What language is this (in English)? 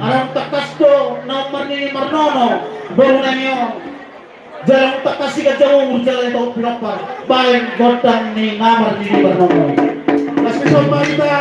Batak Toba